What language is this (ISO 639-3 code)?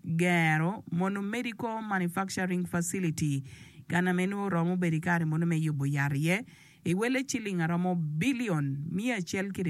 ach